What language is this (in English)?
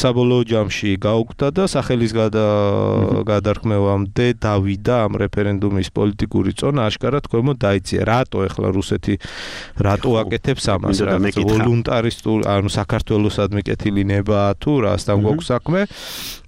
Georgian